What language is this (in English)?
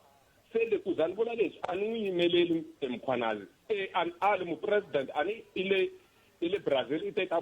Tsonga